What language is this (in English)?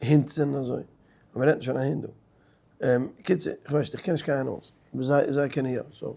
Yiddish